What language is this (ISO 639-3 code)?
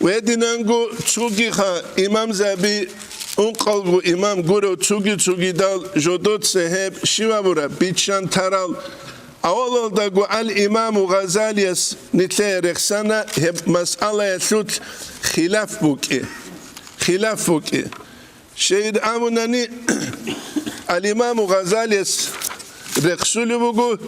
ava